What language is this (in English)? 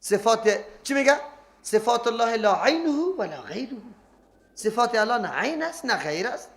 Persian